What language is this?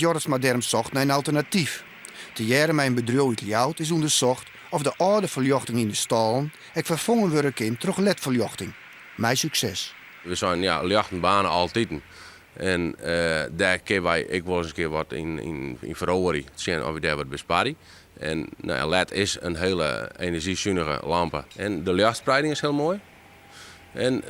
Western Frisian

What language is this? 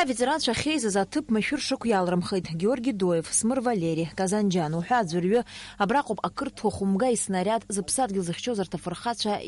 Abkhazian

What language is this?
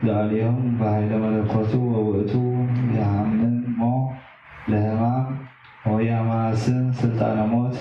Geez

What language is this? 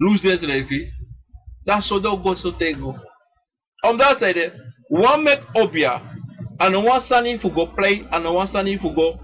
Sranan Tongo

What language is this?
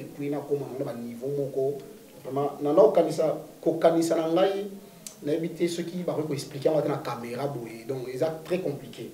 Lingala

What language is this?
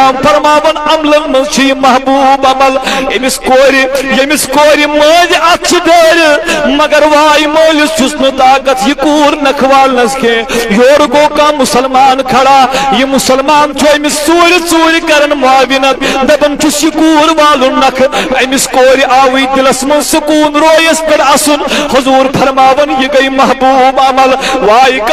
Kashmiri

